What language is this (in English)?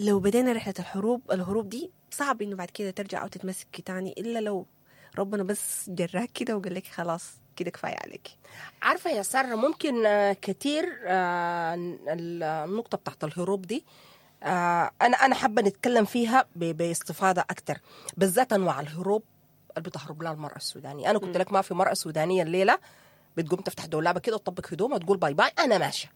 Sudanese Arabic